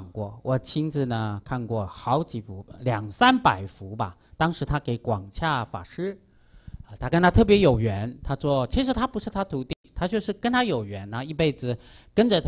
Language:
Chinese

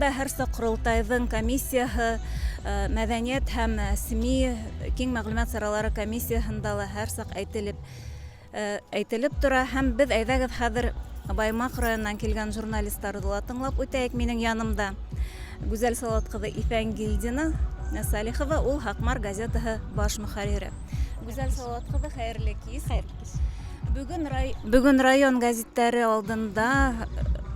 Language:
Bashkir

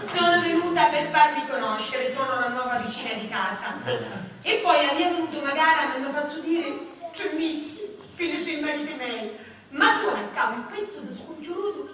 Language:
Sicilian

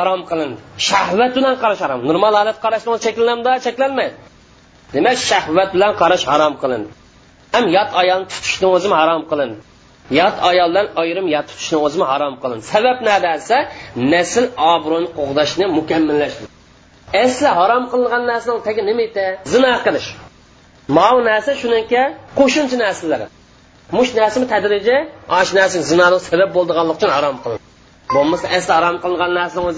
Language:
Uyghur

